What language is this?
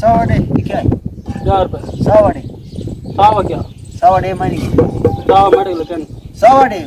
Saraiki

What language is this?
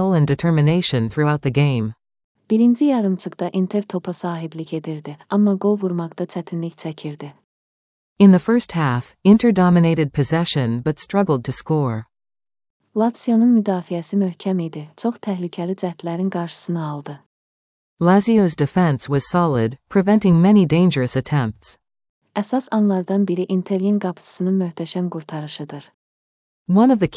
Azerbaijani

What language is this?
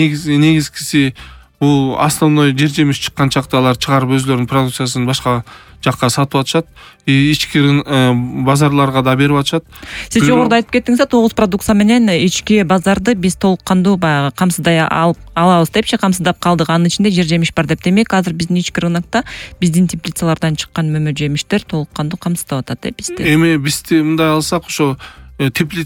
Kyrgyz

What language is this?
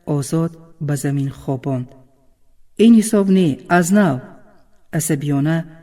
Tajik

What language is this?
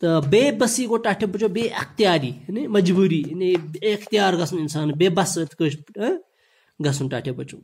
Kashmiri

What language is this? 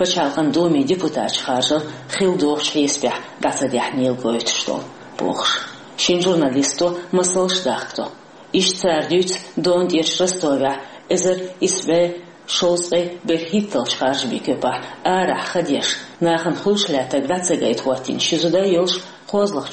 Chechen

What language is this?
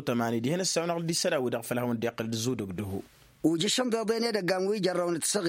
Tamasheq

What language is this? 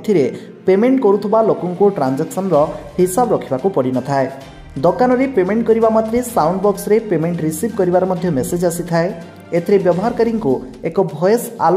Odia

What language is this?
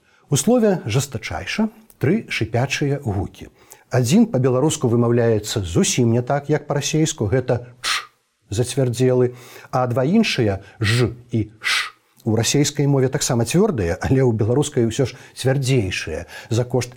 Belarusian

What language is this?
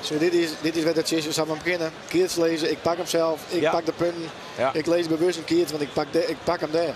Western Frisian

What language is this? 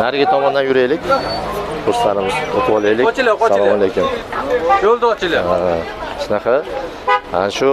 Uzbek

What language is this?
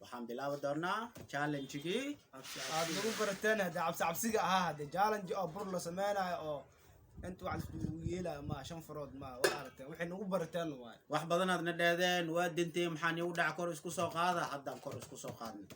Somali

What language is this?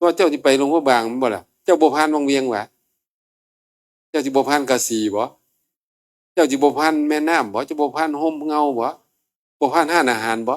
Northeastern Thai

